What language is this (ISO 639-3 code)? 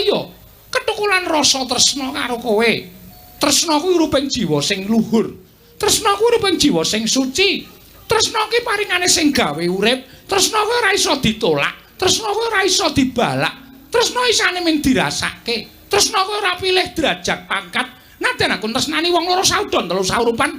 jav